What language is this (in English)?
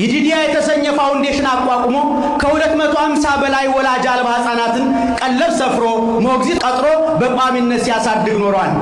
Amharic